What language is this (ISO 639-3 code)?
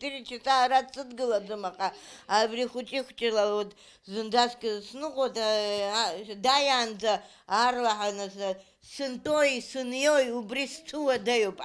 abk